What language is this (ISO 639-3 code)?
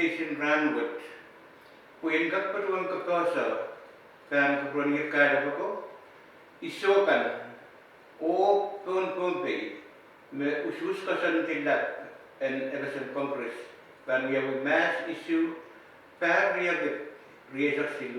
pon